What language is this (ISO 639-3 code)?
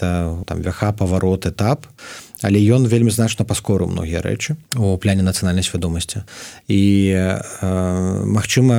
bel